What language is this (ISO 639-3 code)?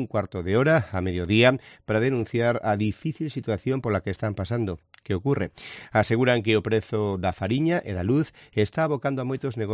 glg